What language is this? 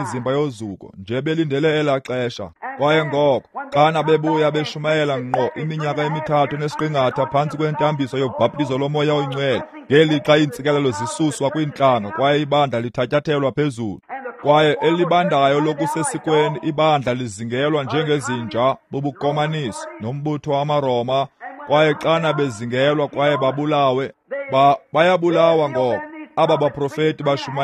Xhosa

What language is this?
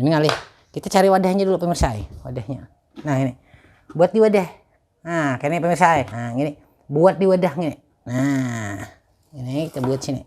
Banjar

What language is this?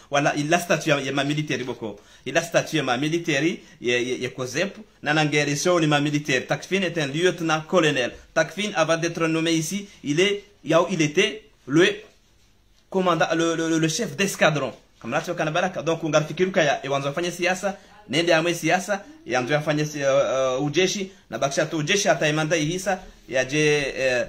Swahili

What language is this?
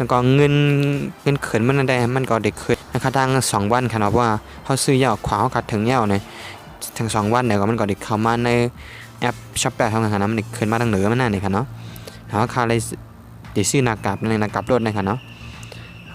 Shan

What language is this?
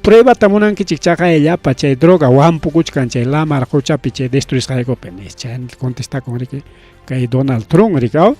Ayacucho Quechua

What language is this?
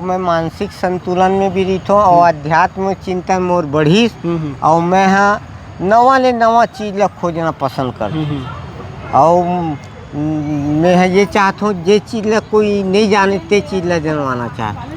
Chhattisgarhi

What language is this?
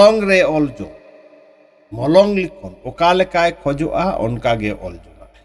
Santali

